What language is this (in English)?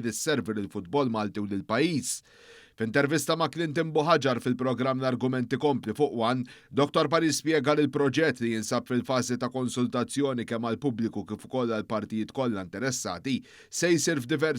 Maltese